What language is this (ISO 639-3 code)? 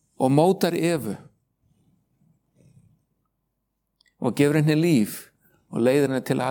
isl